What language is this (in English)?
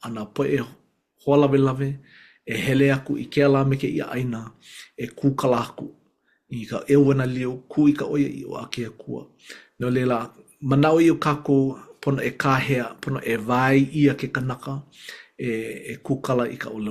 Hawaiian